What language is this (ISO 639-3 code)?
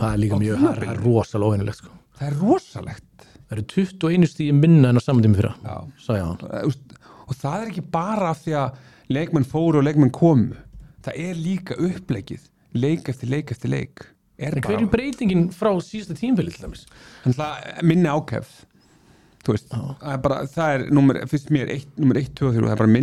isl